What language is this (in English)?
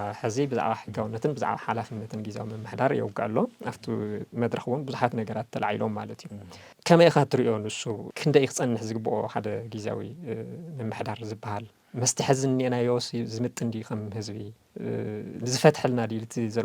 Tigrinya